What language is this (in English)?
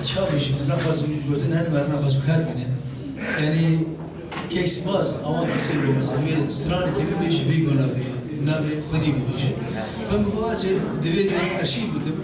Kurdish